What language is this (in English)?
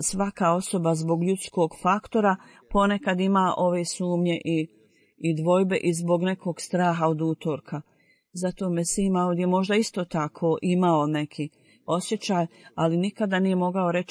Bosnian